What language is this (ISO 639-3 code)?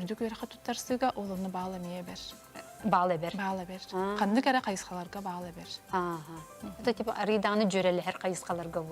sah